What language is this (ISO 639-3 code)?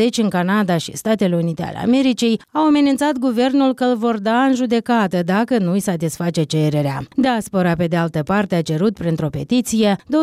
ron